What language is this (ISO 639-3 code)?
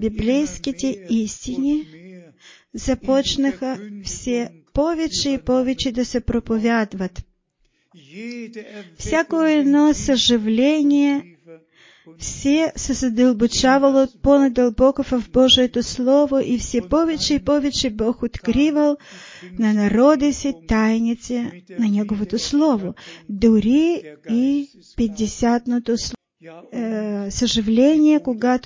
bul